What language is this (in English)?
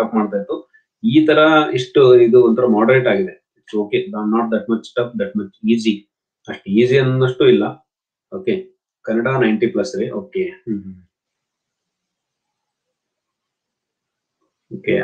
Kannada